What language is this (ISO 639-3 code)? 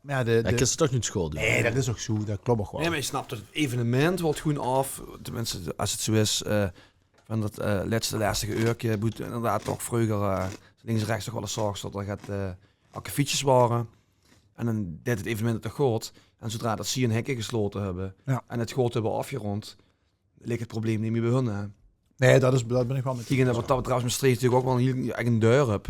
lim